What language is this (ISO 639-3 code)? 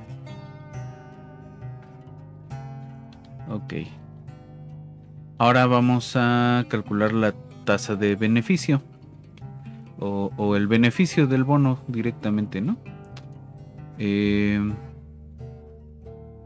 spa